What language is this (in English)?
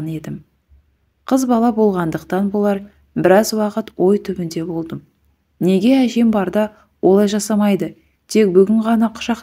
Kazakh